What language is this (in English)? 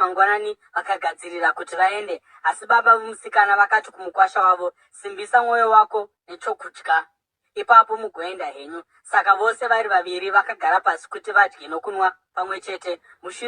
Shona